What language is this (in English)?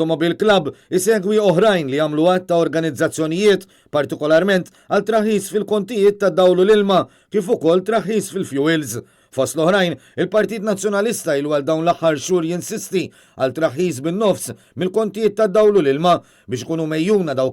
Maltese